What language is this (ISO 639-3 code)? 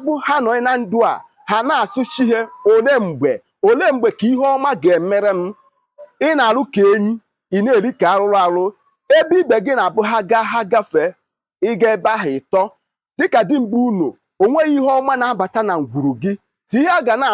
ibo